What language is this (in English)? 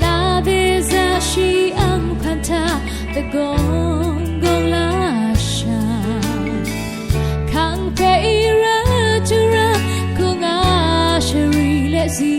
Rawang